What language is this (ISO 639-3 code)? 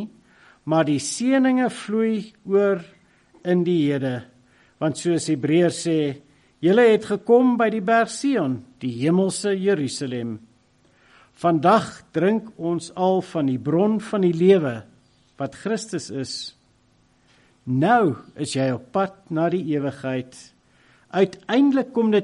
afr